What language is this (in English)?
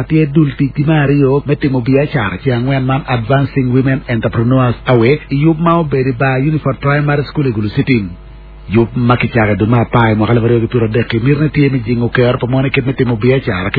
Acoli